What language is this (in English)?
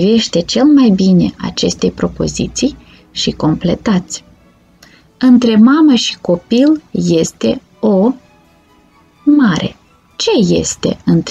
Romanian